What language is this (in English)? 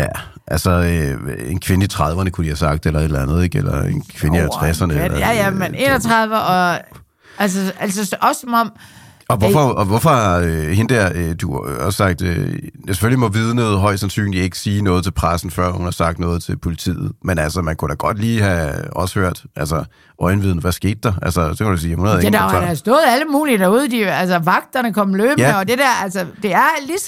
Danish